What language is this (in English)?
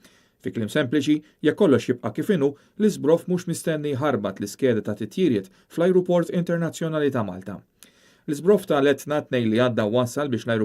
Maltese